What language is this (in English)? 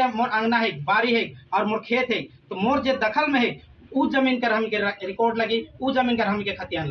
Sadri